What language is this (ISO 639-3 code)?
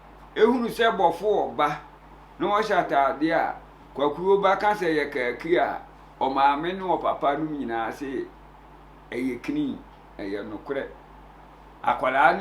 aka